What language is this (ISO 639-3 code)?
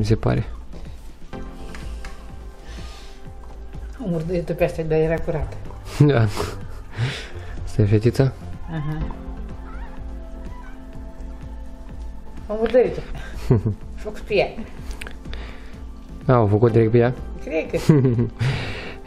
ron